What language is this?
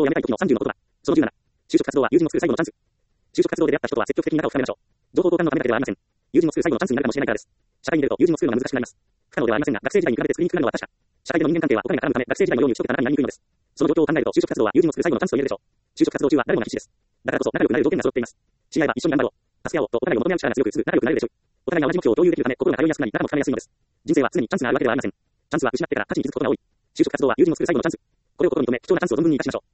Japanese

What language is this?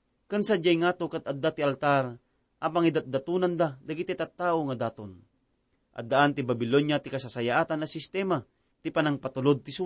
Iloko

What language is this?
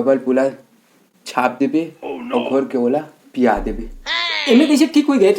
Chhattisgarhi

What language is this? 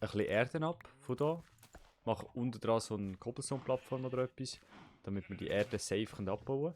Swiss German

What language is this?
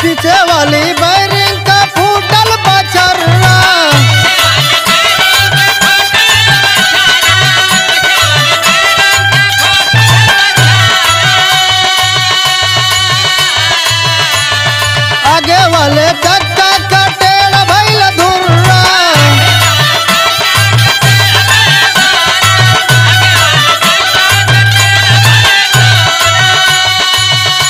Bhojpuri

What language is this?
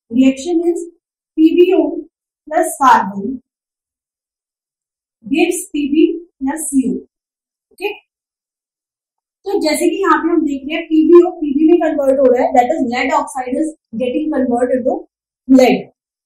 Hindi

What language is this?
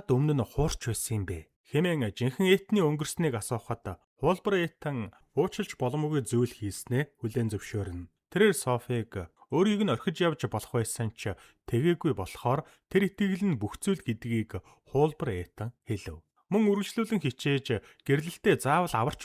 Mongolian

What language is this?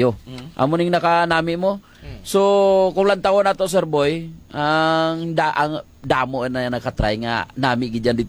Hiligaynon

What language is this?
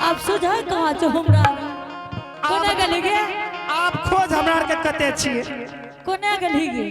Angika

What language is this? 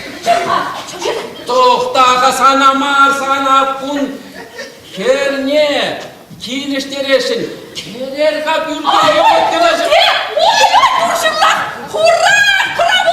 Chuvash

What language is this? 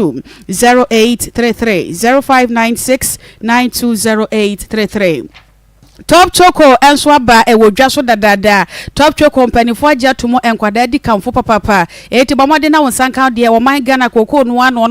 Akan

